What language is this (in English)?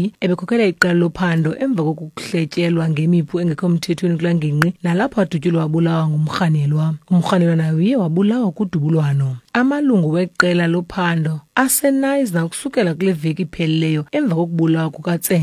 Xhosa